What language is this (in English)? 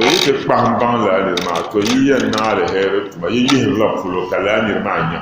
Dagbani